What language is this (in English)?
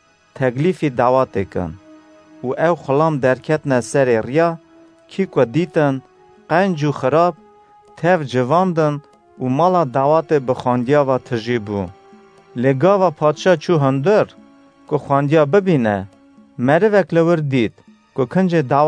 Kurdish